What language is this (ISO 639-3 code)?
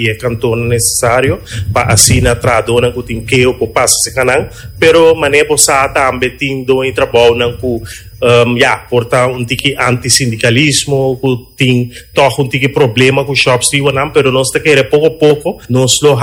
pap